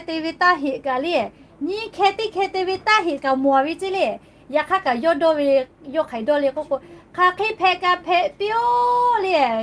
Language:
Lahu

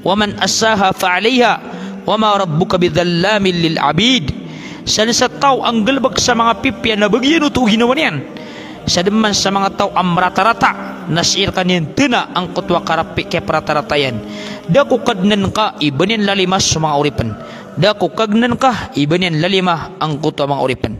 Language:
Maranao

